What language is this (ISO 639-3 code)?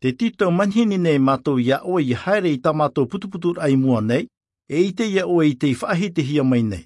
tah